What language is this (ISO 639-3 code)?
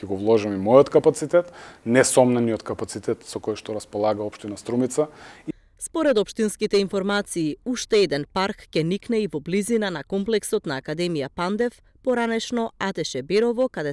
mkd